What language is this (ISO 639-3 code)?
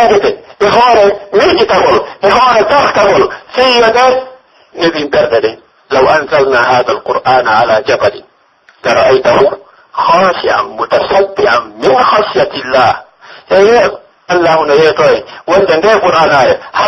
fuf